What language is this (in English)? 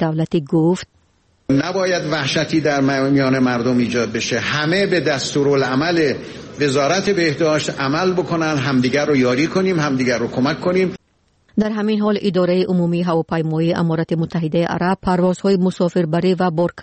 Persian